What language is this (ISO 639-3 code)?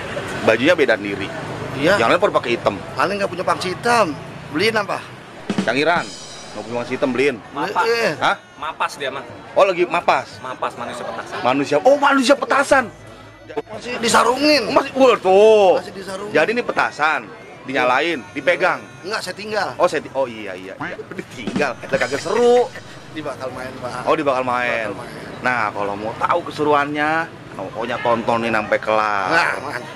bew